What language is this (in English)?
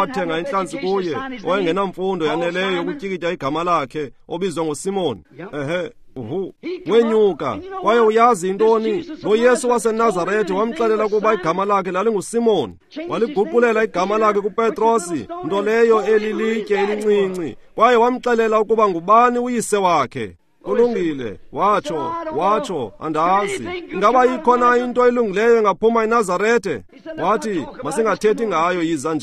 Xhosa